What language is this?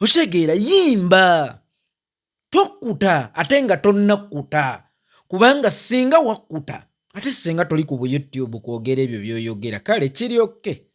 Ganda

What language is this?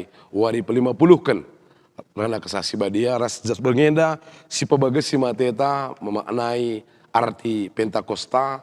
Batak Karo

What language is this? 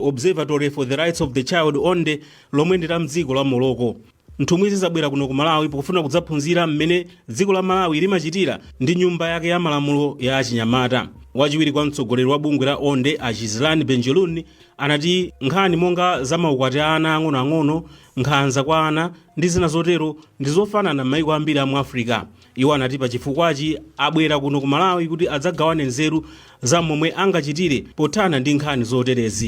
Nyanja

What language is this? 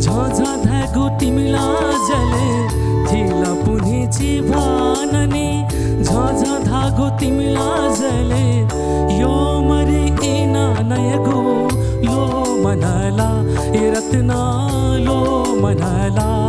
Newari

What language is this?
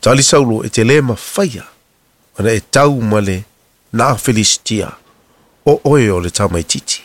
Samoan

